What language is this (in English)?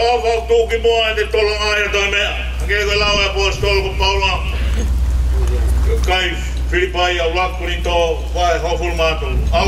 Tongan